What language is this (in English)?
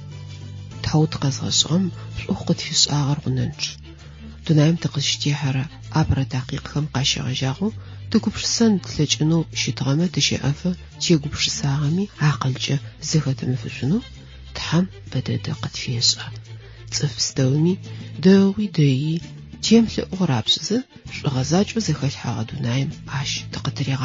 Adyghe